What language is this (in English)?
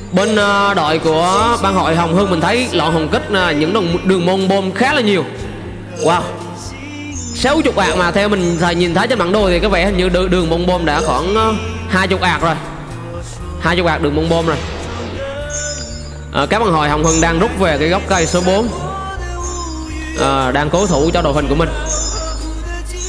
Vietnamese